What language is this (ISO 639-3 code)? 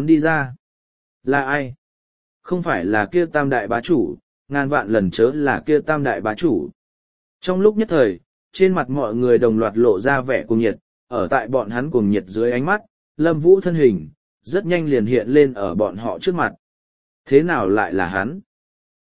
vie